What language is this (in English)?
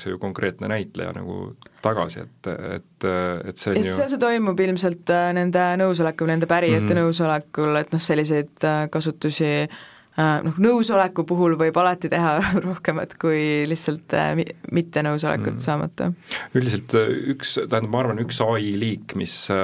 Estonian